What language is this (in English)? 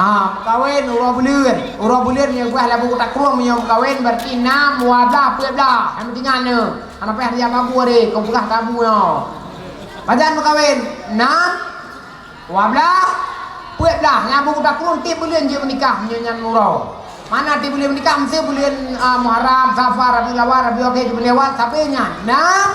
Achinese